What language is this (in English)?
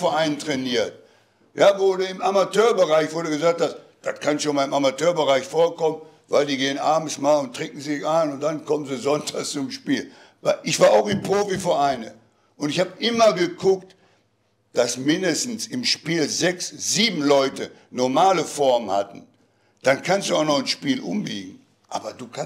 German